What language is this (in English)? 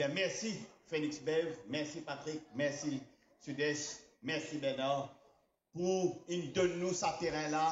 Morisyen